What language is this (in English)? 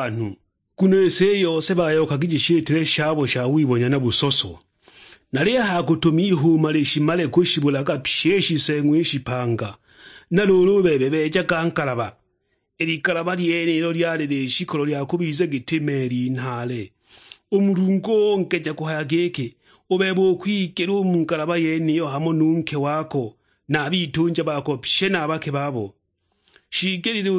Sukuma